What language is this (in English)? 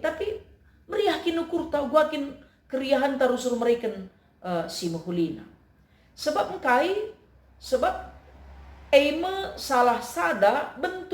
Batak Karo